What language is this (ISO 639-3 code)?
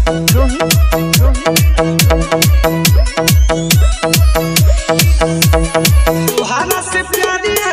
bho